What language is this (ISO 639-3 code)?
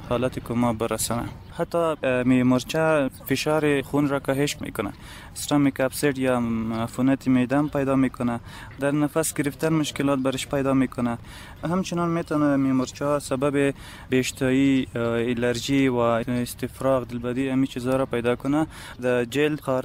fas